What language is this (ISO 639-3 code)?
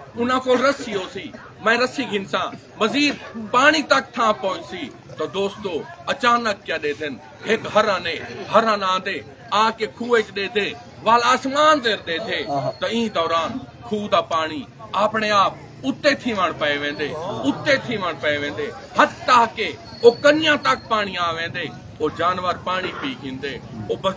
skr